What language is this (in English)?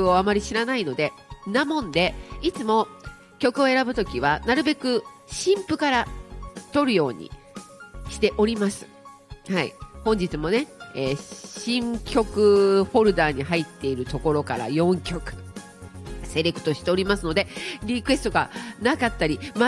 Japanese